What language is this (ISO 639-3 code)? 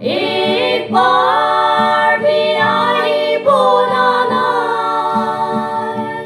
nag